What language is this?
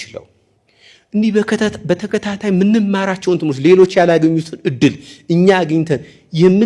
Amharic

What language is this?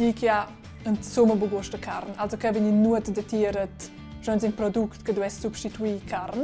Romansh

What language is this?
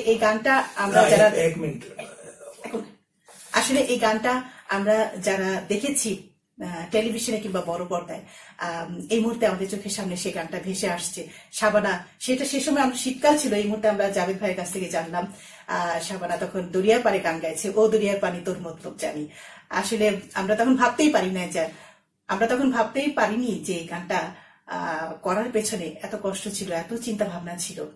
Bangla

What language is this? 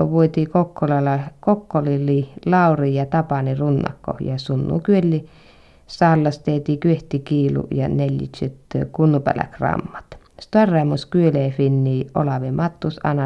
Finnish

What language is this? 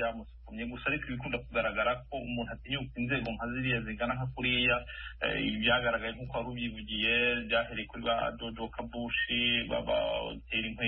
Kinyarwanda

